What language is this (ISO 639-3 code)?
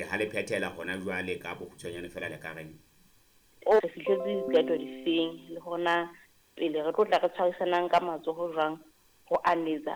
sot